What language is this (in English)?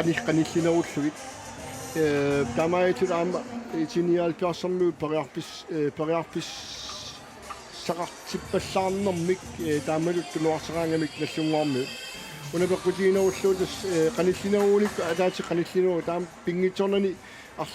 Kalaallisut